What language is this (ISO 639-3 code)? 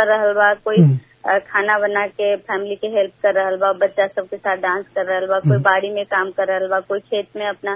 bho